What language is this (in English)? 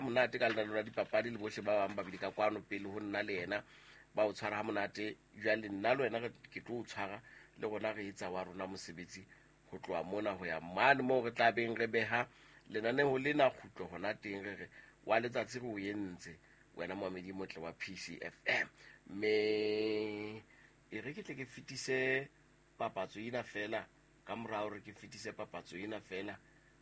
Southern Sotho